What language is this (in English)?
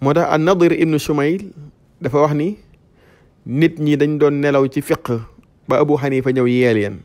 Wolof